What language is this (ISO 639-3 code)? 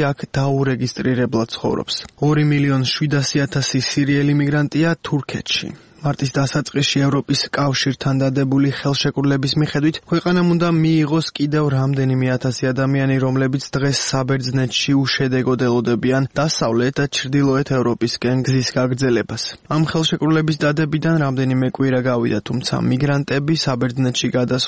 kat